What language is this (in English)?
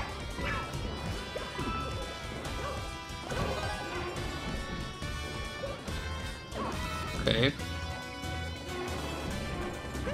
German